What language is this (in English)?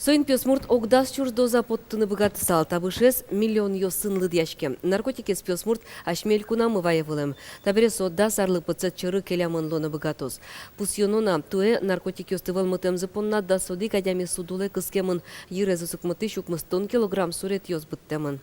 Udmurt